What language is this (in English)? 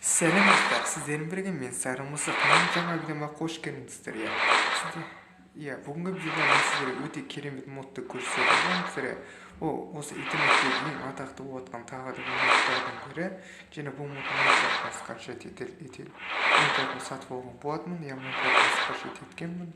Kazakh